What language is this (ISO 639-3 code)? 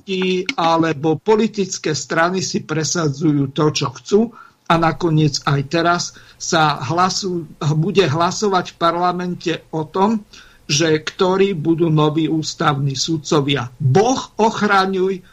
slk